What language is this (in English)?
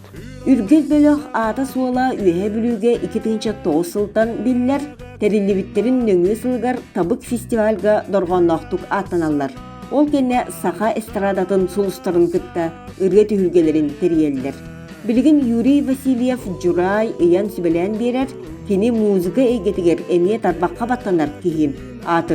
Yakut